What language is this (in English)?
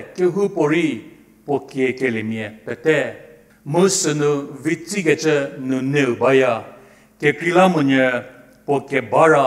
Angami Naga